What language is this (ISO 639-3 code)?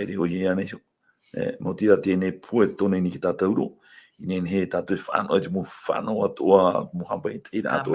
tah